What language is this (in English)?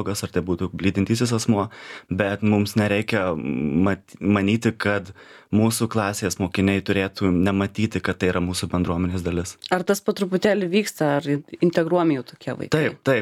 Lithuanian